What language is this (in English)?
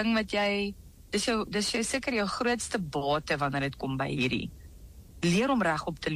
Afrikaans